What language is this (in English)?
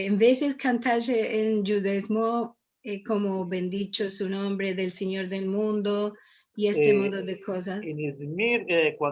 Ladino